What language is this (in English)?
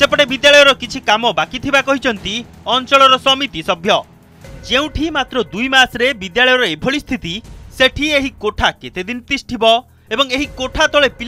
Odia